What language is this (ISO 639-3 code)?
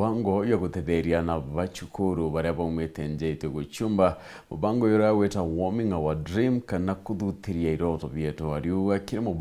mer